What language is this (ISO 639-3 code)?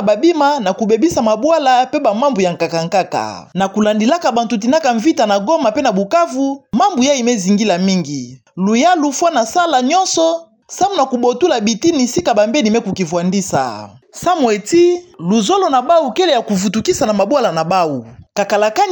ktu